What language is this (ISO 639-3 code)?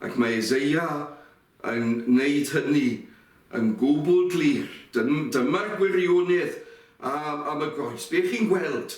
cym